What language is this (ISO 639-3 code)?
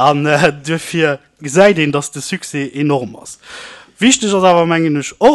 ltz